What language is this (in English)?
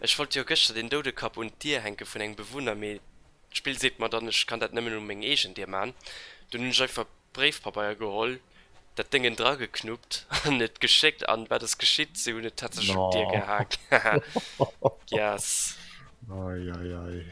Luxembourgish